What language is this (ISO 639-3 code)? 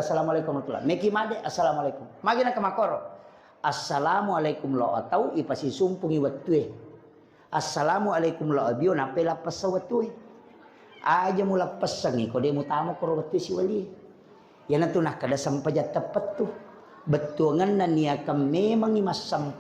bug